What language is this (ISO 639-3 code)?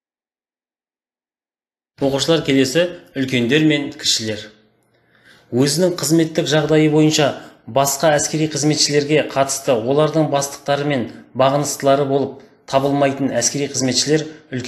kaz